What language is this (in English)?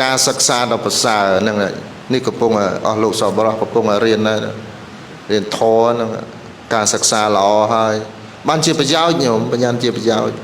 Khmer